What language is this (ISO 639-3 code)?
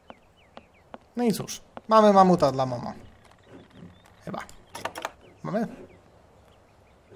pol